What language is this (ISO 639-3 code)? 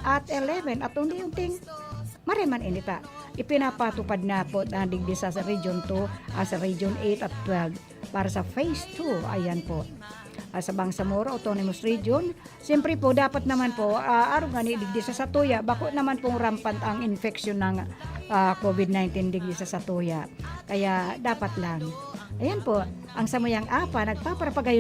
bik